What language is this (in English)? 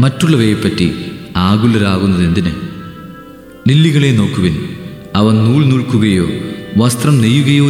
Malayalam